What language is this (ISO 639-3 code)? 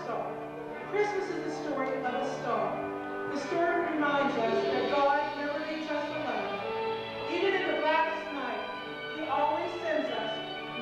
eng